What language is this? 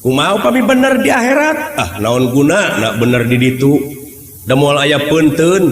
Sundanese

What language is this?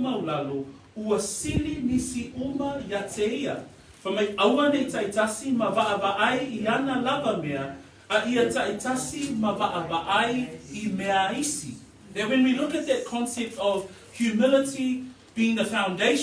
Samoan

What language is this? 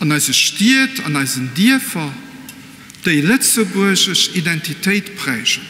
Luxembourgish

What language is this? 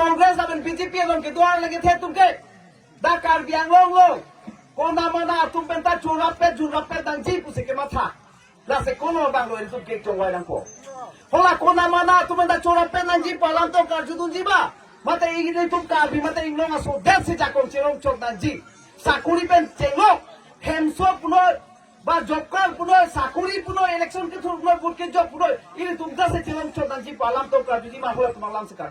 Karbi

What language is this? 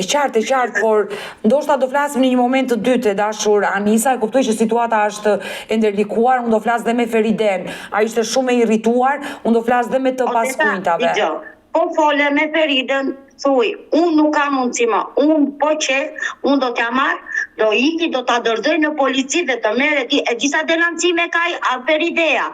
Albanian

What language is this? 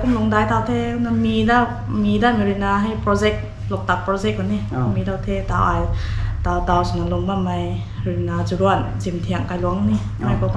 Rongmei Naga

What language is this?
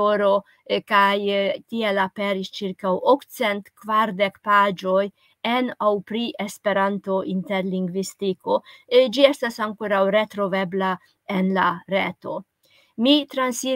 Esperanto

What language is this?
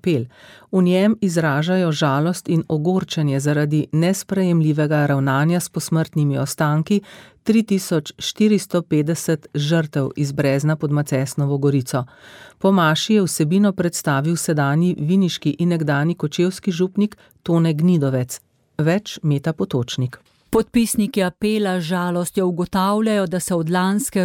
Slovenian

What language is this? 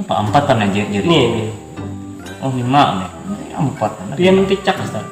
Banjar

